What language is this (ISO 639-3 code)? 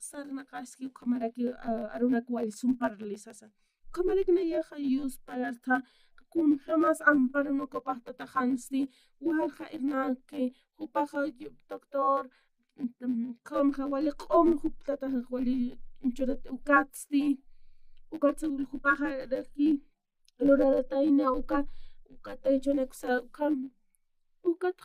aym